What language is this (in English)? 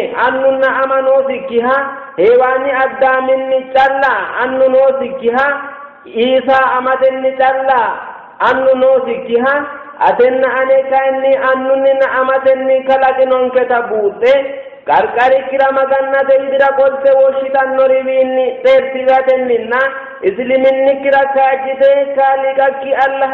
Sidamo